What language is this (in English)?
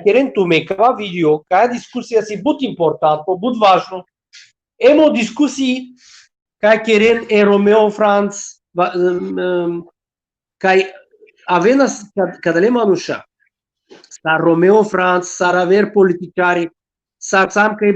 Balkan Romani